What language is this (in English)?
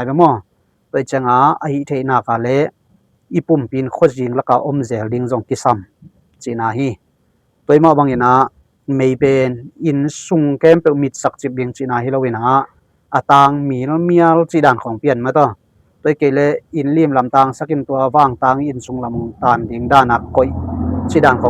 Tedim Chin